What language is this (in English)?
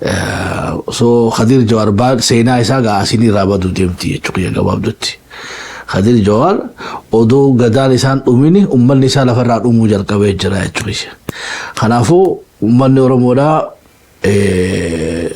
Oromo